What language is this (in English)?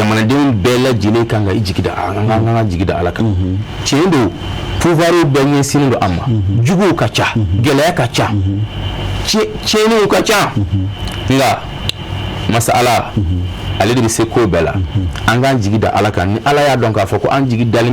Bambara